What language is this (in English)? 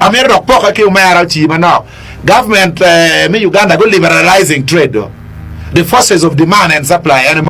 Acoli